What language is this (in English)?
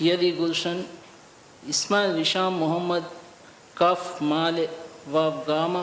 Divehi